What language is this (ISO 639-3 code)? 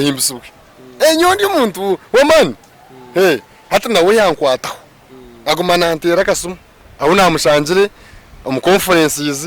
nyn